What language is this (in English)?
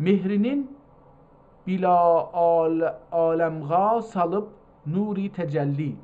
South Azerbaijani